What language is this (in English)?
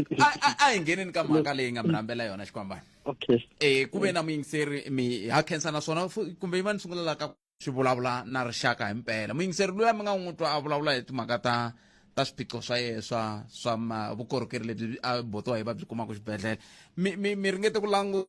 Tsonga